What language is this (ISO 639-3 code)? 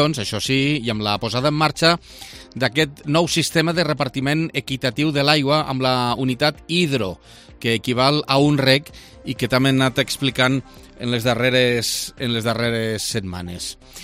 cat